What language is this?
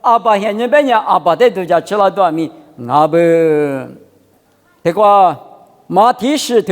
Lisu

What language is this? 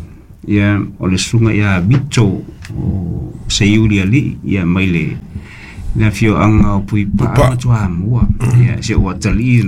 Samoan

